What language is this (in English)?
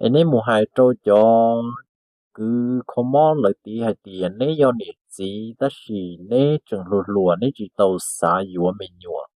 Hmong